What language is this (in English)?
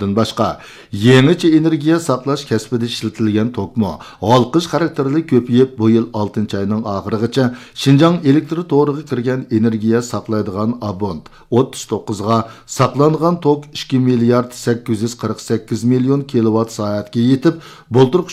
Uyghur